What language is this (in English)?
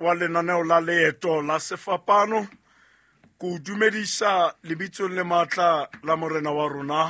Southern Sotho